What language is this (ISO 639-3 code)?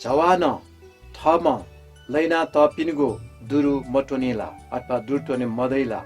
new